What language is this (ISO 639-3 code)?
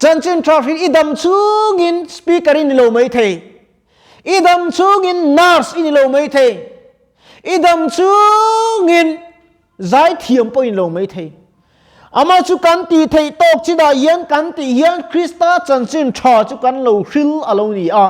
lus